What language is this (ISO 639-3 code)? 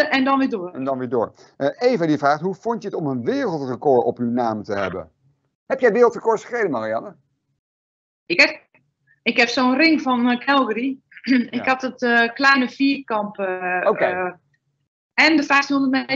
nld